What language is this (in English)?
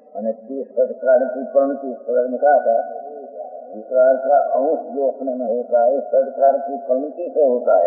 Hindi